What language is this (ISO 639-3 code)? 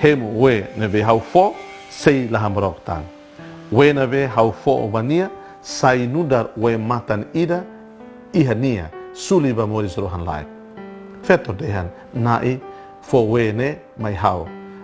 tet